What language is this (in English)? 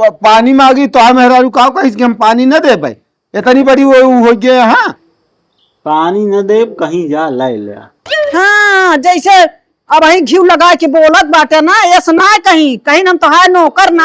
Awadhi